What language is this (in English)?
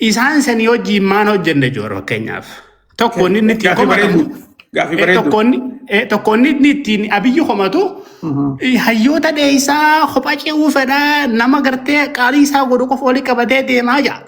Oromo